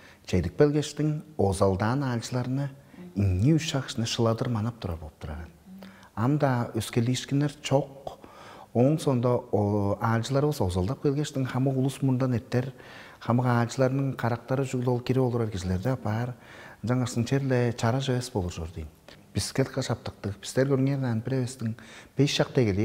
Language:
Tuvinian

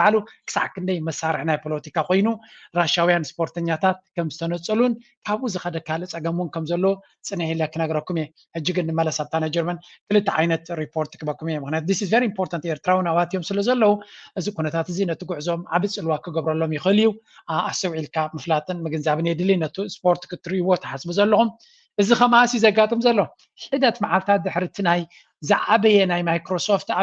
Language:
Tigrinya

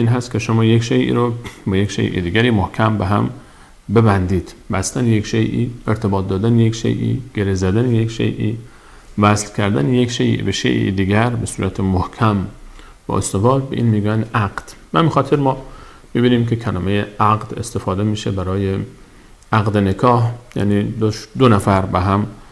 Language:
Persian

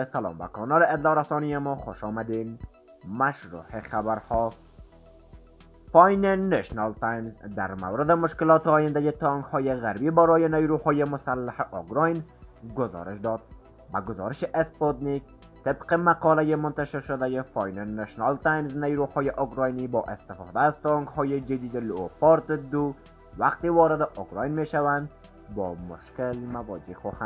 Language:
Persian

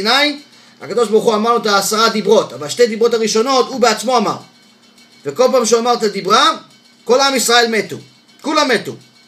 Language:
Hebrew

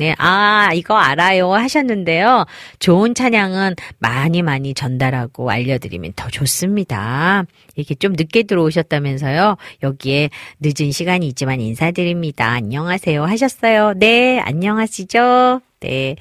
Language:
Korean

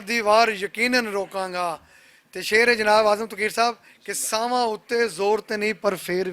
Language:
Western Panjabi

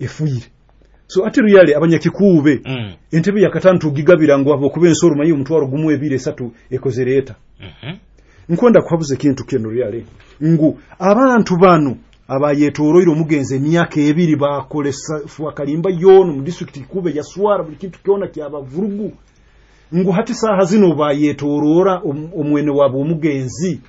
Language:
Nyoro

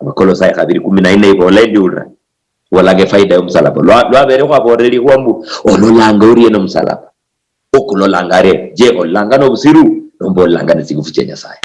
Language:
Luyia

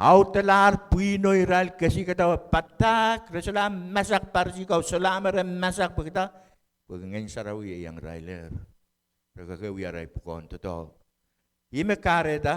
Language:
Pohnpeian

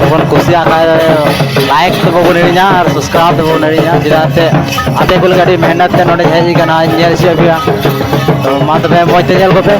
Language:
Santali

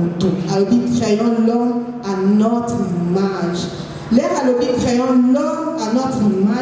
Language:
Lingala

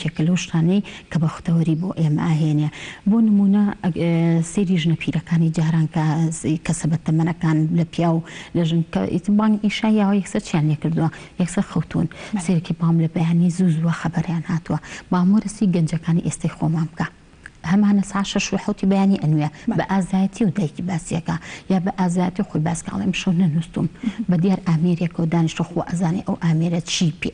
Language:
Central Kurdish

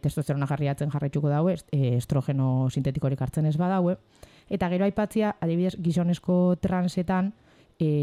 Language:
Basque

